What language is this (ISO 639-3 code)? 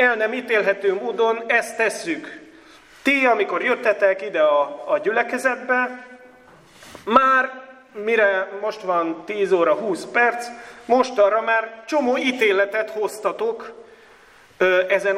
hun